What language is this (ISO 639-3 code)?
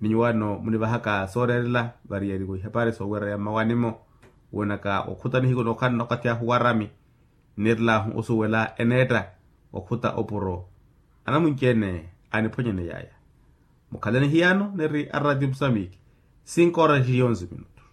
vmw